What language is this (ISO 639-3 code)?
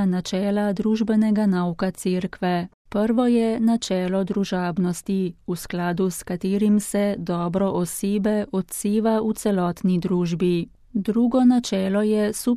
slv